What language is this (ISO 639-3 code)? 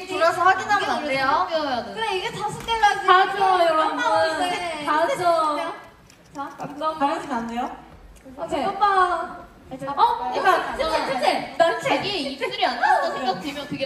kor